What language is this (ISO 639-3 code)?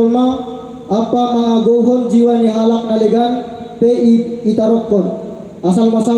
bts